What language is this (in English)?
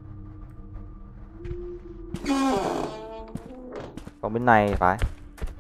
Vietnamese